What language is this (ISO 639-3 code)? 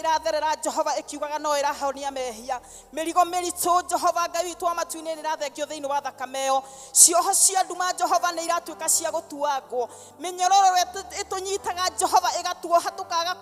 kik